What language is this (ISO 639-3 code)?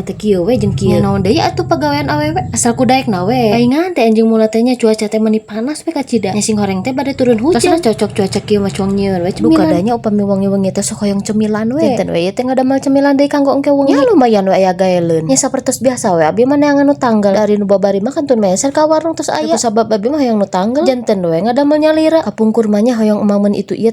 sun